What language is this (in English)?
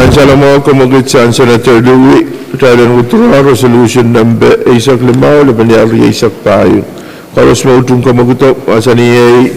Pohnpeian